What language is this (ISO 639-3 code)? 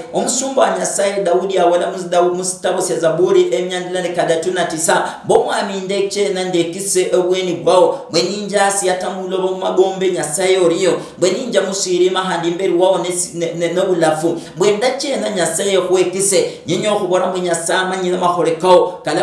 luy